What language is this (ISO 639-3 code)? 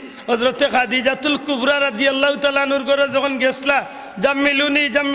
syl